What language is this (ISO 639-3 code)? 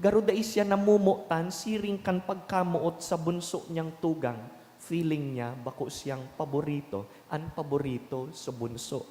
bik